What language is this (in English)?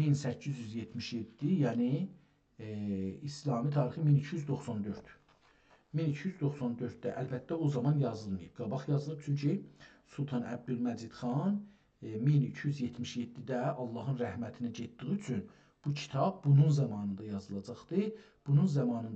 South Azerbaijani